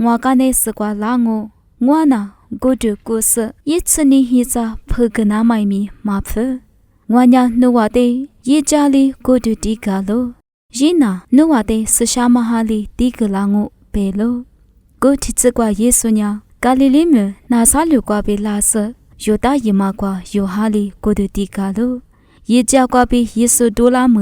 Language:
Lisu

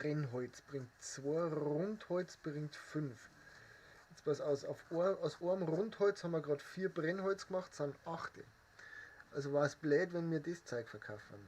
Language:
Bavarian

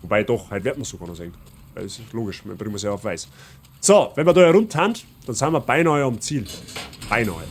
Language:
Bavarian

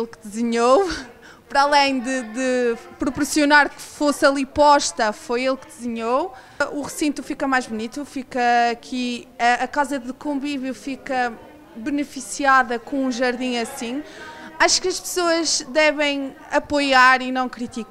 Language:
Portuguese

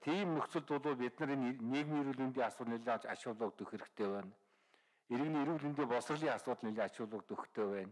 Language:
Mongolian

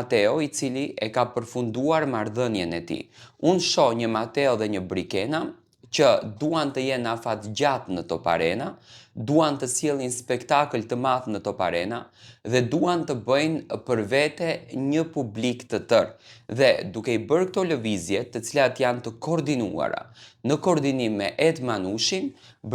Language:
Albanian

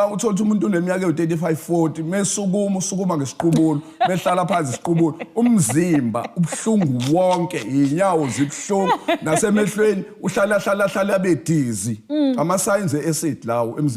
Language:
Zulu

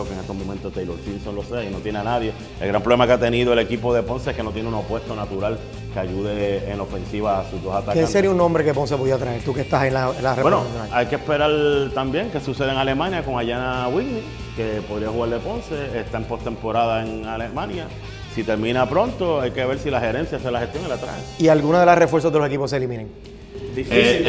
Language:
Spanish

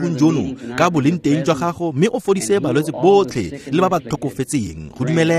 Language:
Tswana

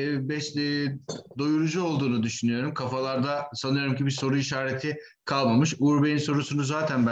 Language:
Turkish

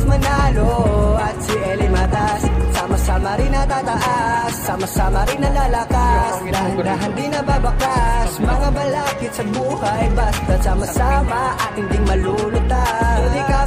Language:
Filipino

